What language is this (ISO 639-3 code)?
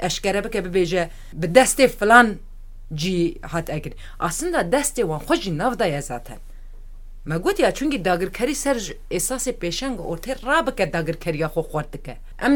kur